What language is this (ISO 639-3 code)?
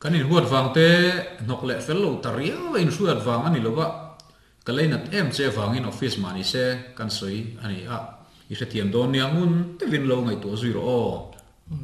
lus